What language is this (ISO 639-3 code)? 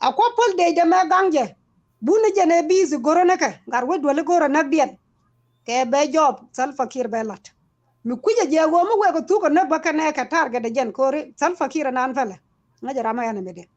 nus